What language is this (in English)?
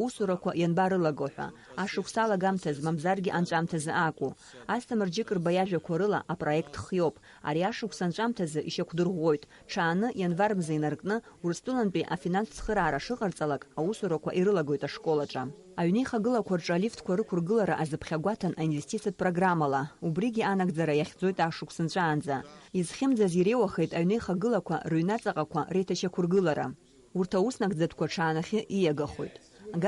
Abkhazian